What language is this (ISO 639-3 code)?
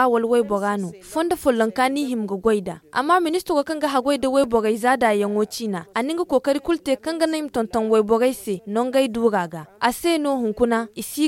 dje